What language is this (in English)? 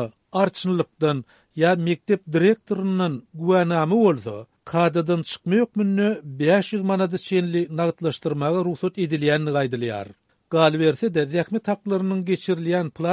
Turkmen